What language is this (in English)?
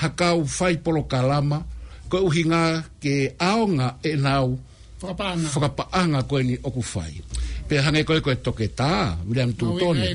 Tongan